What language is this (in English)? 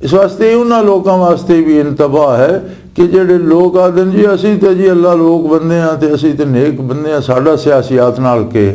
Western Panjabi